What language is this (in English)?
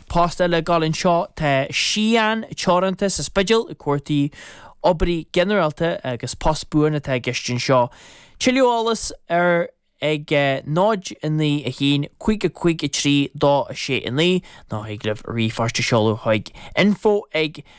Irish